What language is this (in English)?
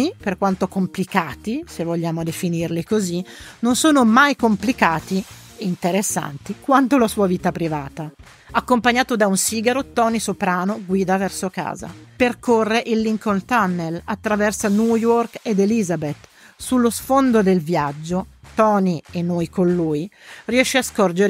Italian